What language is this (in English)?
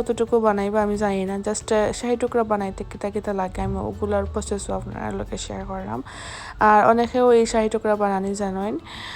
Sylheti